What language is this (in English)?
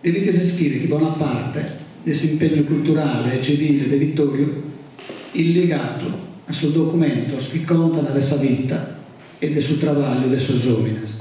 Sardinian